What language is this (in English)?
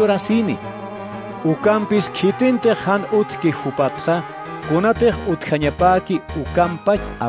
Aymara